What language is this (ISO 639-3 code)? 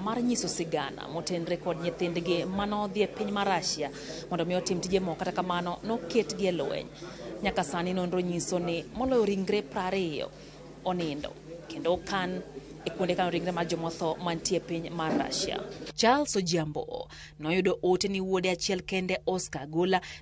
luo